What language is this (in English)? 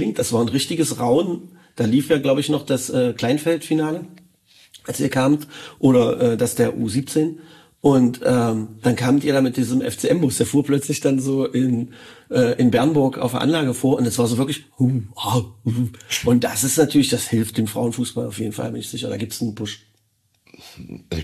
German